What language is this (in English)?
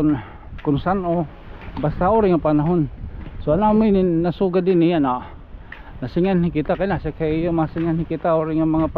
Waray